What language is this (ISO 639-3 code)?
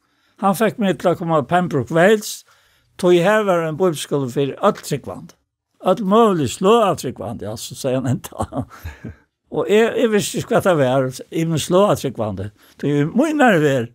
fao